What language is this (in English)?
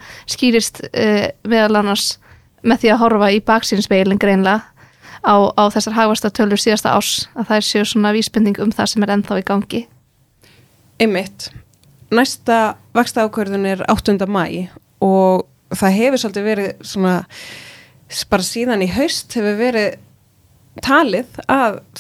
Icelandic